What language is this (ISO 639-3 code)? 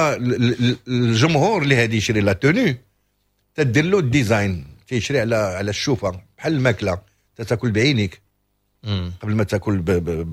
ary